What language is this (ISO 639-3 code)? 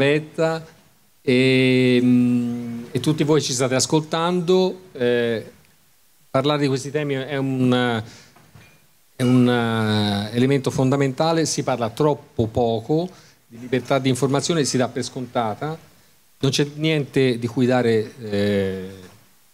ita